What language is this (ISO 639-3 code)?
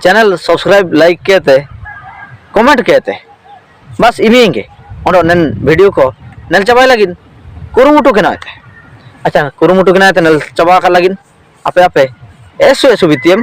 hoc